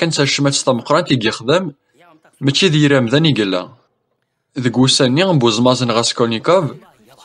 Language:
Kabyle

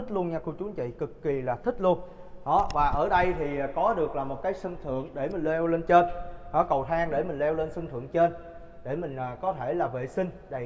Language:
Vietnamese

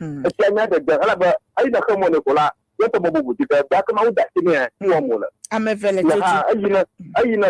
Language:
Ewe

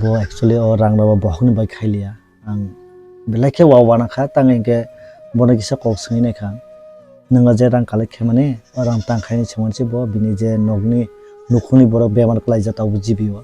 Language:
Kok Borok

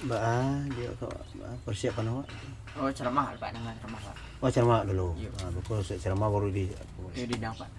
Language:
Minangkabau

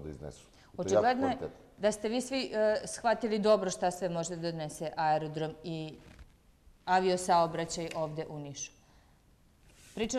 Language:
Serbian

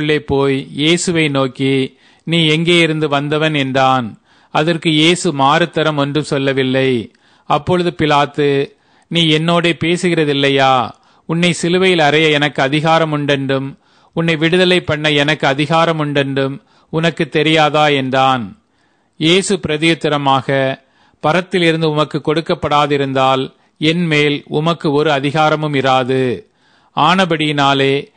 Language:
Tamil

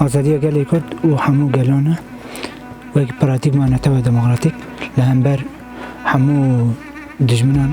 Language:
Kurdish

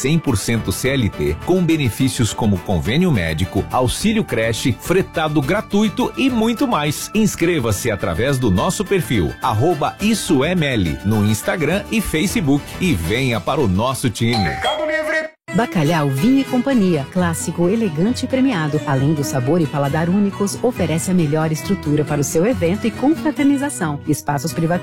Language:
Portuguese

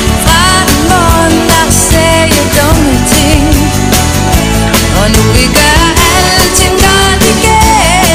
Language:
Danish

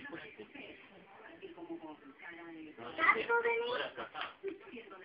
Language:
Spanish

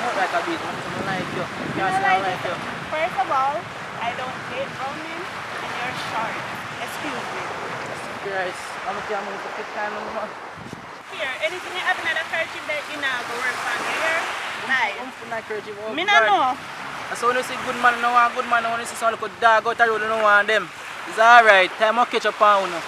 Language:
Jamaican Creole English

